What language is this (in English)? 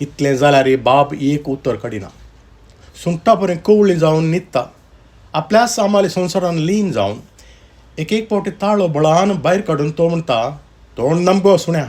Konkani